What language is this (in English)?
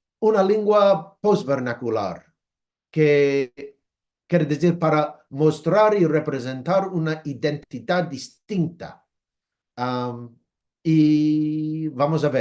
Ladino